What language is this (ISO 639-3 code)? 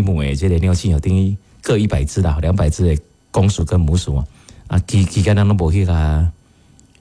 nan